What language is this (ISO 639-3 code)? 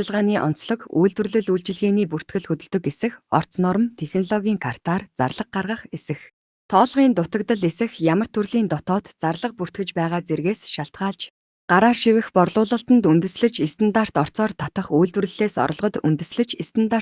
mon